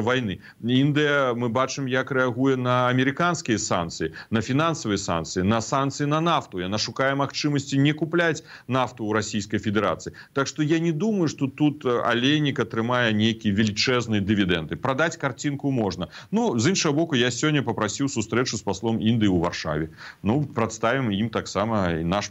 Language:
Belarusian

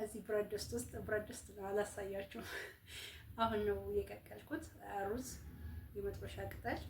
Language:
Amharic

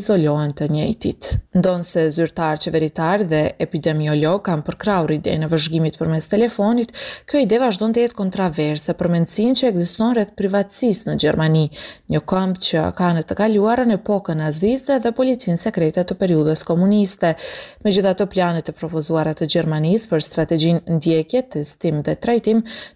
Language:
Albanian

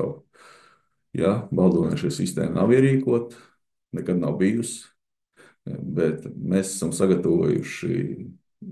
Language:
Latvian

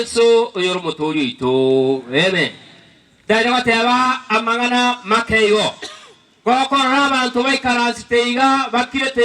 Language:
Gusii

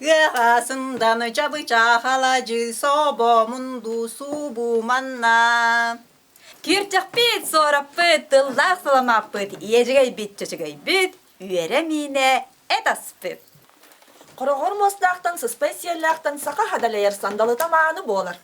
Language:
Yakut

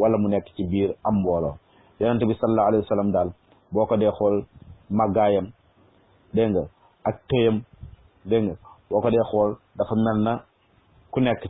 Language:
Wolof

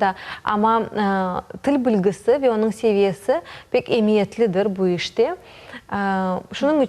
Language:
Crimean Tatar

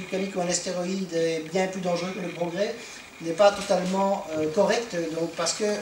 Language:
French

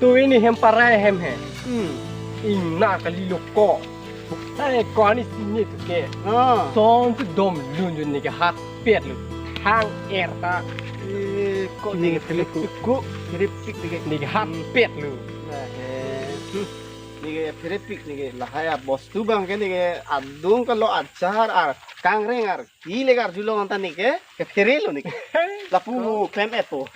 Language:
Karbi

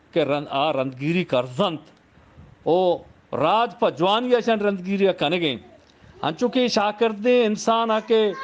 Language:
Eastern Balochi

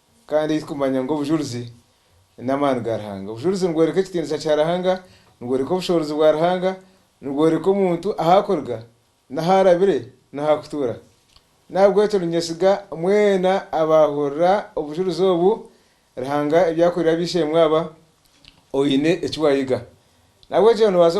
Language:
Nyankole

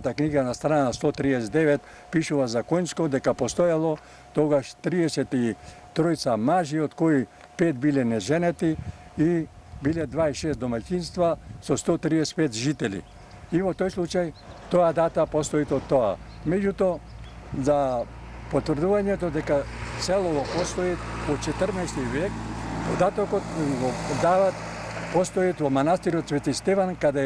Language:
Macedonian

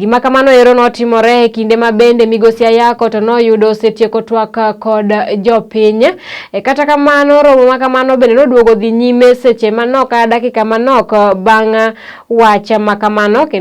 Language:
Luo (Kenya and Tanzania)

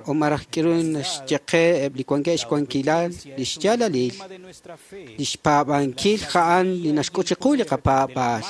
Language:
Kekchí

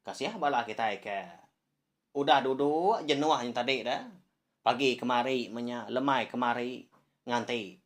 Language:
Iban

